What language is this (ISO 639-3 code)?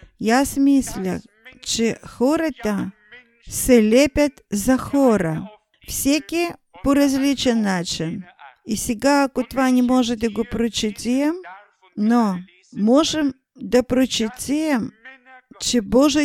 bul